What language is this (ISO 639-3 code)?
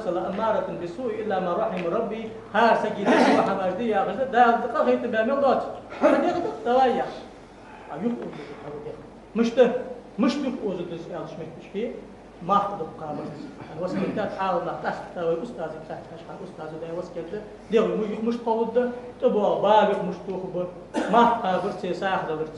inh